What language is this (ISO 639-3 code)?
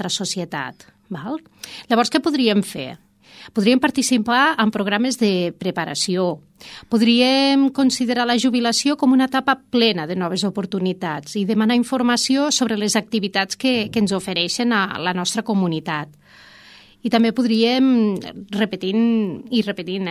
cat